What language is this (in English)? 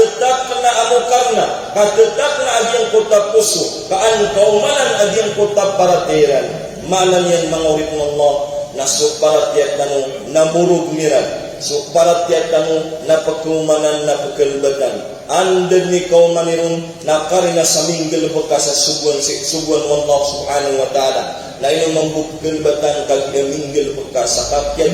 Maranao